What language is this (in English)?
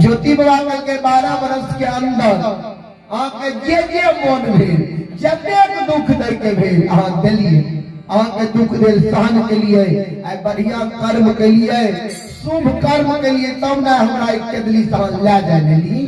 Maithili